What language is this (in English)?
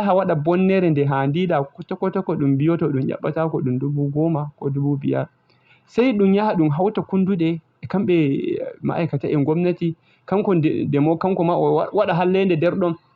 Fula